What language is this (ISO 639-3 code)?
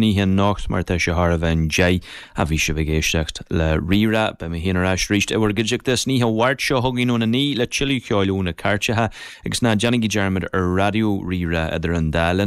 gle